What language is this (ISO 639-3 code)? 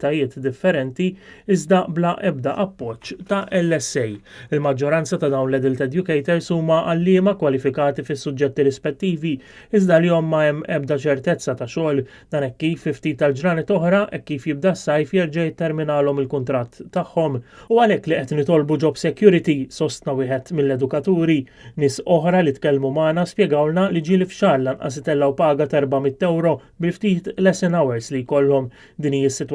mlt